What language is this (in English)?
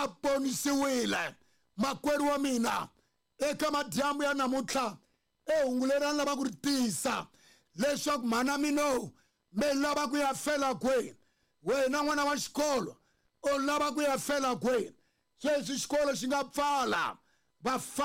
Tsonga